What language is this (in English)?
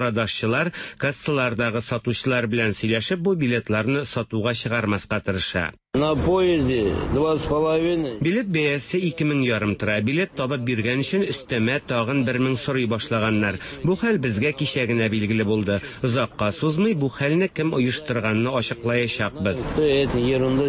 Tatar